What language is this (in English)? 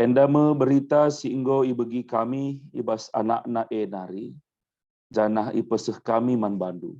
Batak Karo